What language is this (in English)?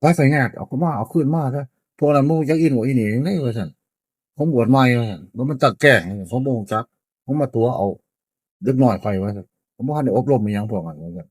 Northeastern Thai